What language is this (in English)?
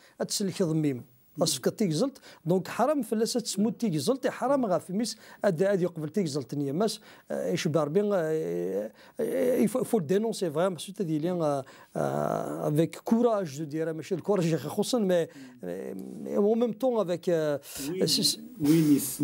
Kabyle